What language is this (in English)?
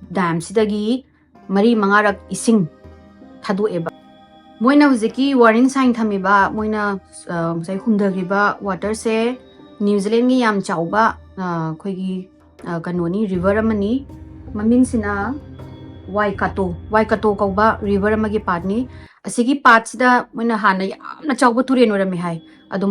Manipuri